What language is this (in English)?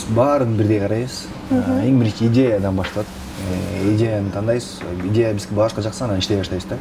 Kyrgyz